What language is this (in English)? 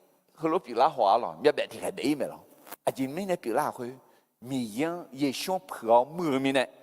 Akha